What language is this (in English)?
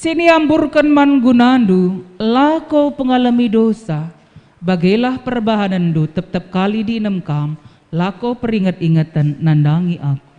Batak Karo